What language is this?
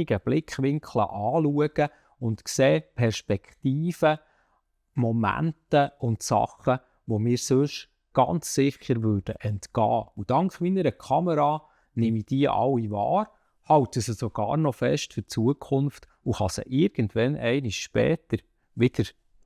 Swiss German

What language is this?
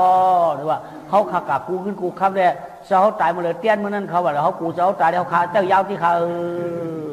Shan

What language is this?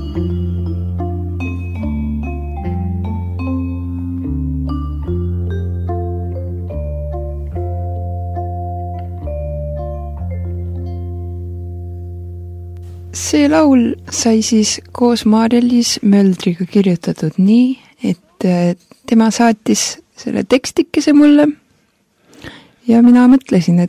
Estonian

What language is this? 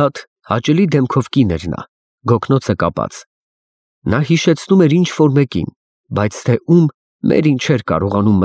Armenian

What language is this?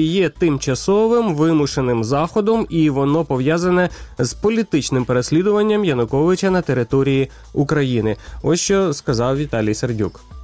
Ukrainian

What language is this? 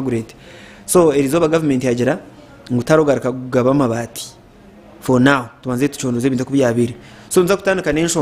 Nyankole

